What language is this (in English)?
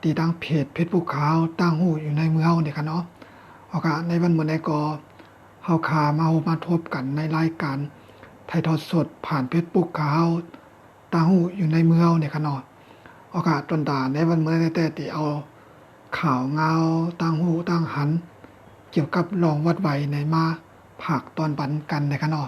Shan